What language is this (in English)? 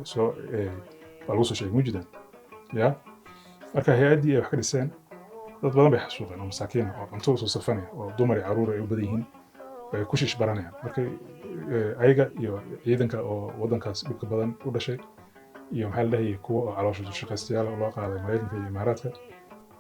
Somali